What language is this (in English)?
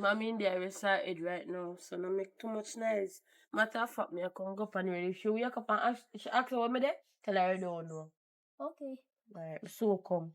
Jamaican Creole English